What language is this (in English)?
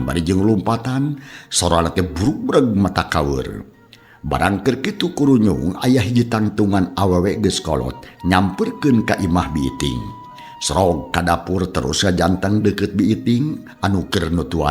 Sundanese